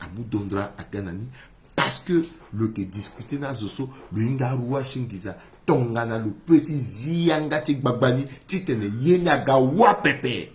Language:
Sango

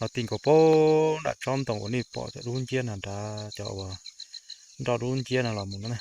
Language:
Hmong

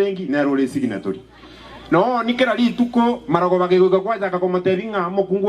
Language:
Gusii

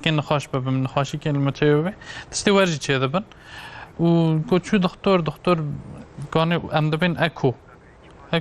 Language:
Kurdish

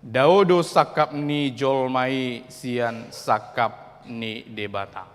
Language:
Batak Toba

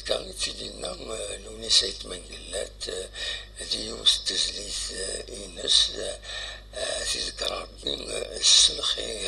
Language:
Kabyle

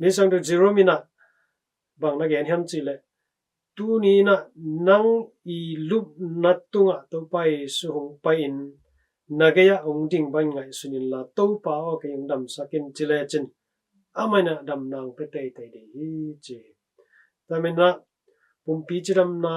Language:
Tedim Chin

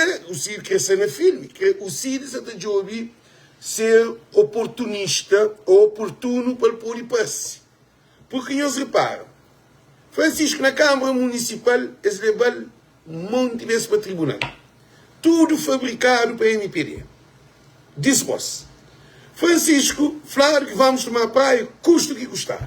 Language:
Kabuverdianu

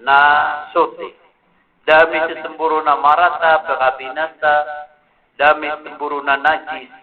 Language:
Maranao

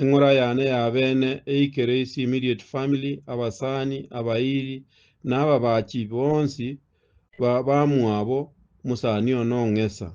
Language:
Gusii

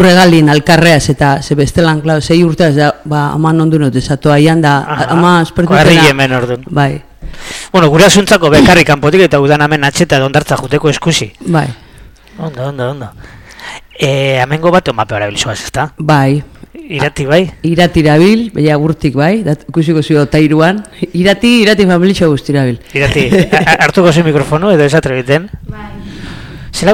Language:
Basque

